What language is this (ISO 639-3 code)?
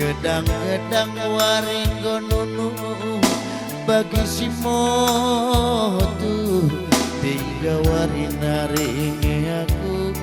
btx